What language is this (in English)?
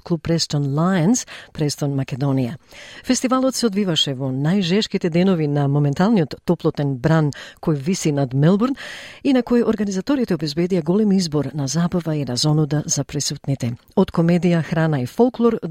Macedonian